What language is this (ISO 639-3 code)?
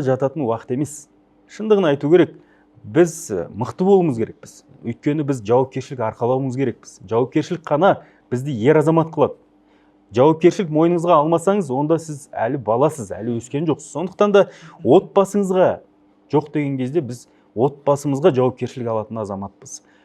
kaz